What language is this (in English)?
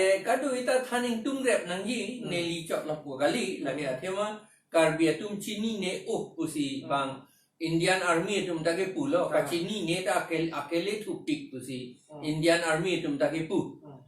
Karbi